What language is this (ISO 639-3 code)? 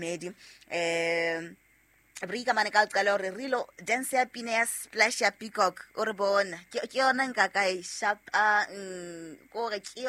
sot